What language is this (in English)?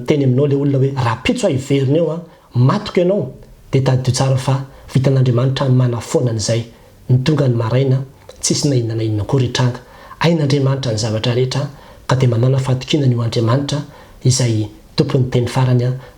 Malagasy